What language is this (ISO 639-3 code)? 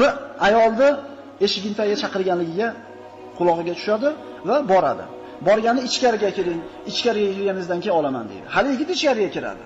uzb